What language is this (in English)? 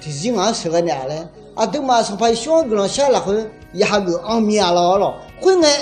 Akha